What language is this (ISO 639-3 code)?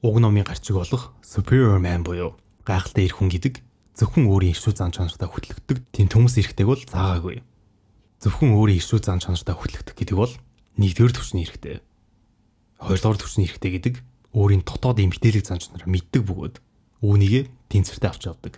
mon